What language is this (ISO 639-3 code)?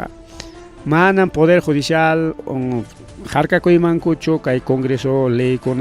quy